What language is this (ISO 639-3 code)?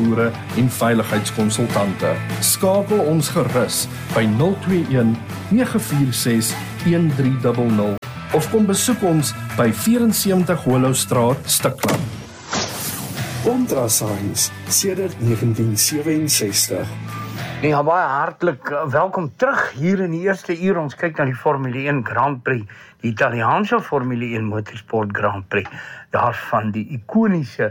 afr